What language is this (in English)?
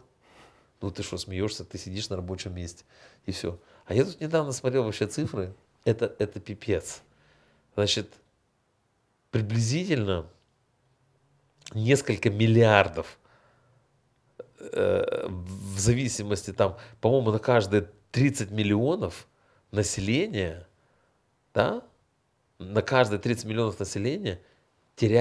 Russian